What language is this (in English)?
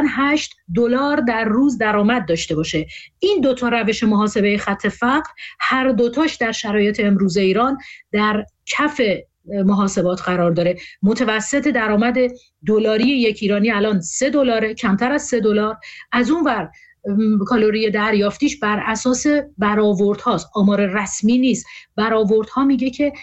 Persian